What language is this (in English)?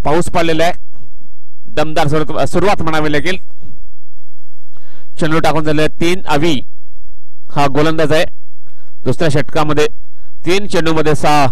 Marathi